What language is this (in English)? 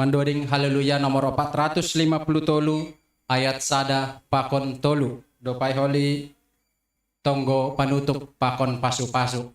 Batak Simalungun